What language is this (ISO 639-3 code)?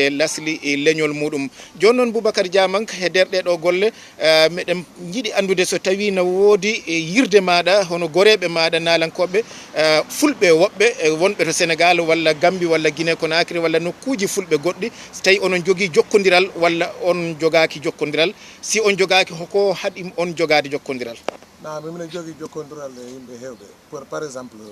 ful